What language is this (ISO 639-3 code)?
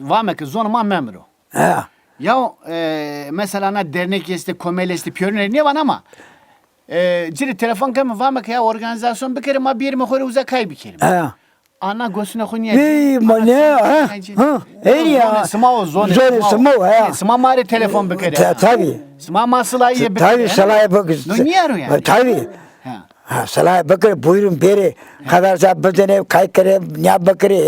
zza